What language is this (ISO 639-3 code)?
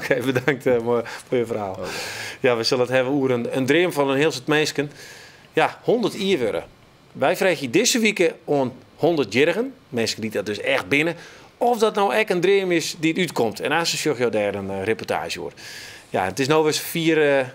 fry